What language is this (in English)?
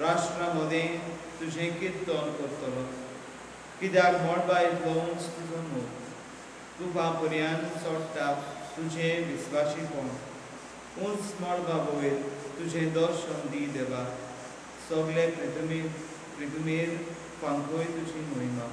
Konkani